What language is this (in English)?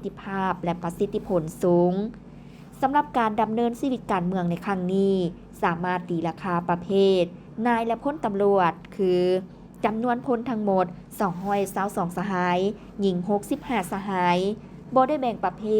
Lao